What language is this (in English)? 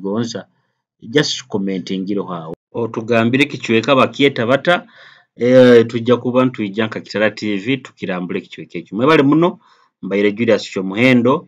Nyoro